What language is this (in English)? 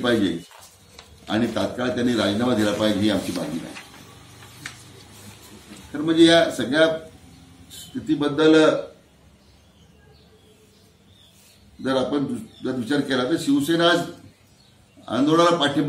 Marathi